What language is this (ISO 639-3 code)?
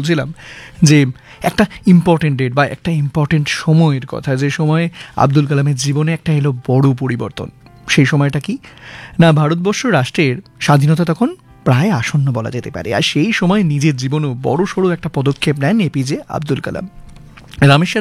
ben